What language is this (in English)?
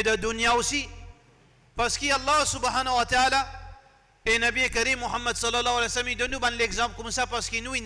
Morisyen